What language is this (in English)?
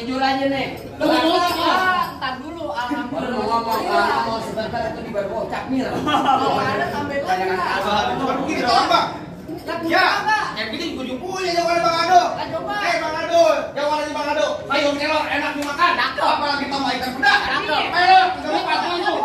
Betawi